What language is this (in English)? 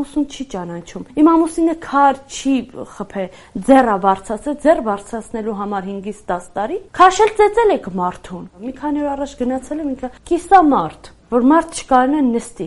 Armenian